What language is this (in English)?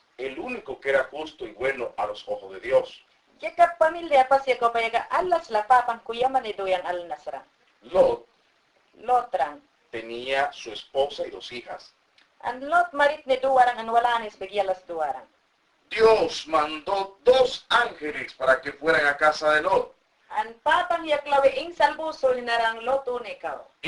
Mayangna